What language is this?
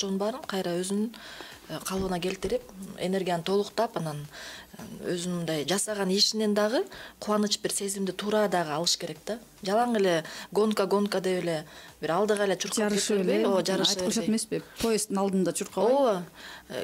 Kyrgyz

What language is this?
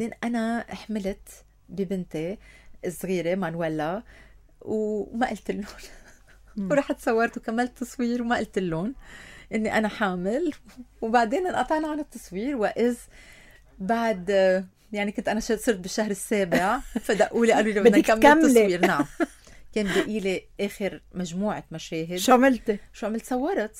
North Levantine Arabic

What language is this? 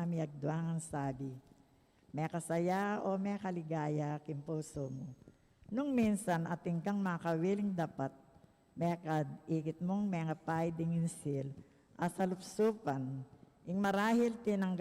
Pampanga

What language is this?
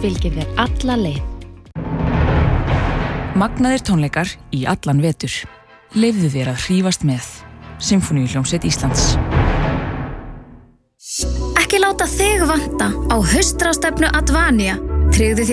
Icelandic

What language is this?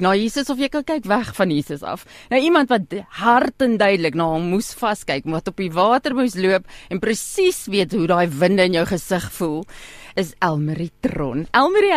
Afrikaans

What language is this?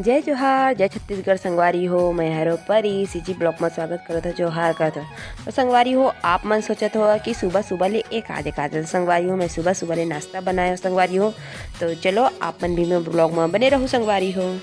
Chhattisgarhi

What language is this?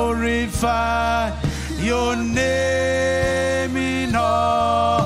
Marshallese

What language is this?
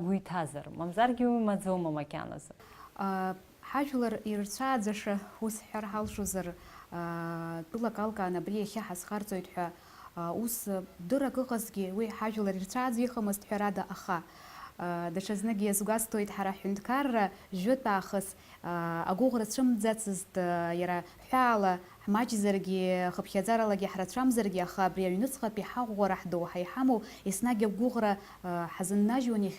Abkhazian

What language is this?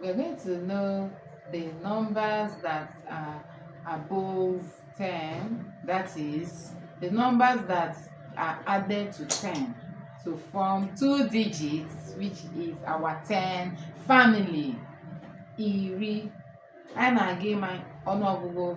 Igbo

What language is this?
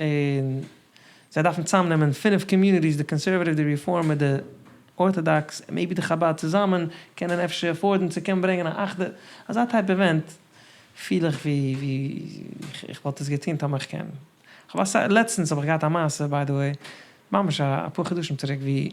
Yiddish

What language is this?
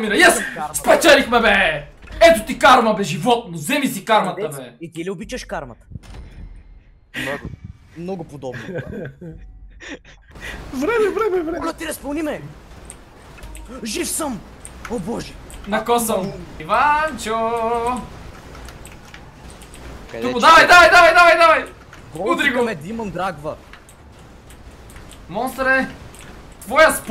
Bulgarian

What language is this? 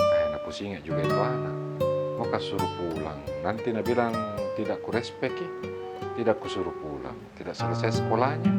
Makassar Malay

